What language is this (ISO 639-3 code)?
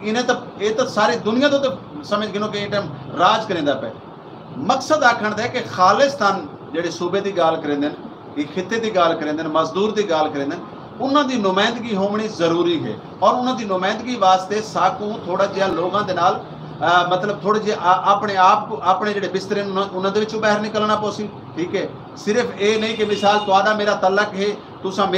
skr